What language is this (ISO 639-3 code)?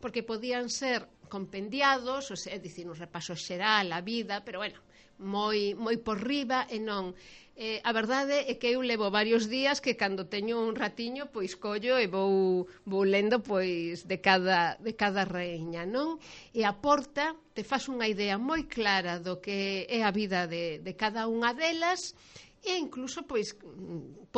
glg